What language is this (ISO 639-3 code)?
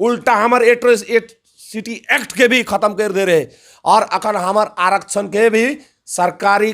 sck